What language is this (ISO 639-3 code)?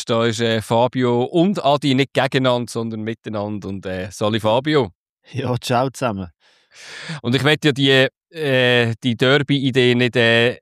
deu